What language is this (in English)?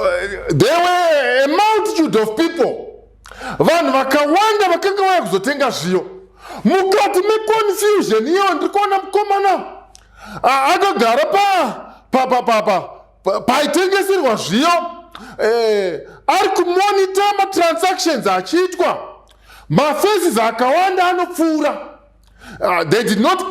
Shona